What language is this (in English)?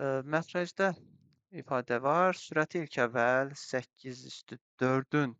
Azerbaijani